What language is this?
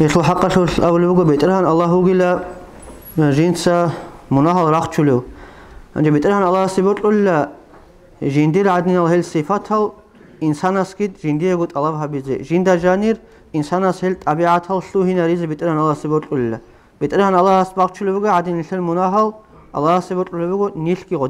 Avaric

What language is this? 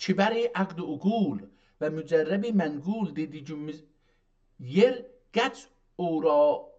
South Azerbaijani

